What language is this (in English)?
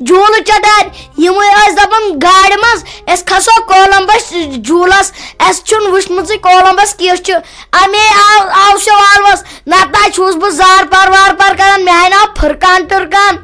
Kashmiri